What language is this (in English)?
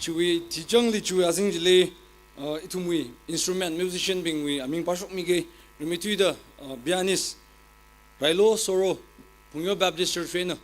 Tangkhul Naga (India)